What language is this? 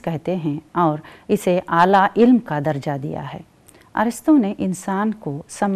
Urdu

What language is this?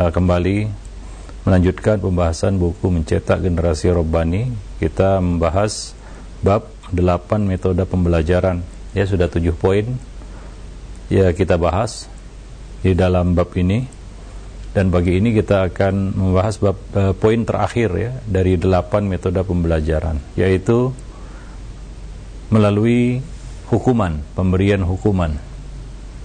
Indonesian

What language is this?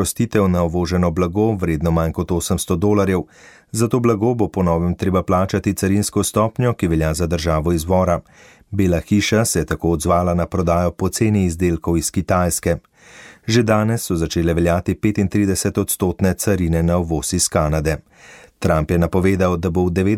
Slovenian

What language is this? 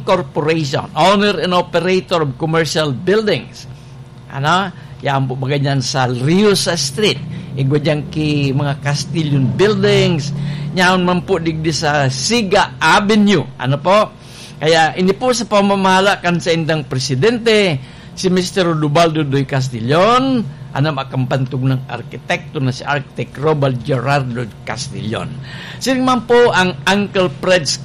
Bikol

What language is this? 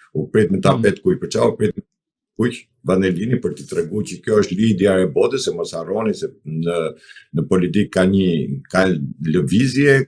Albanian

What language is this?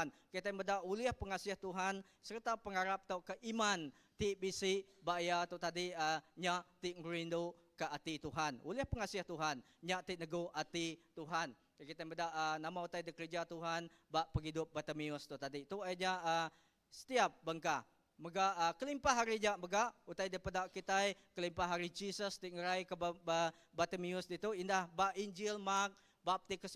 Iban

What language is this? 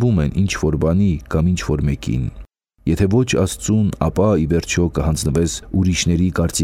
Armenian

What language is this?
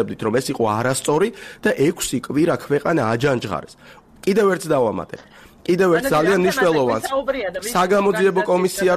Georgian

